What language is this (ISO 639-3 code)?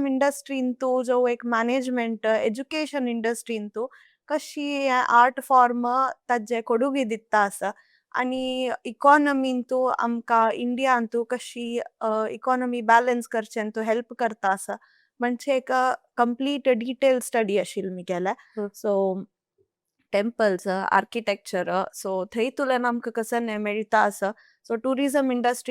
kok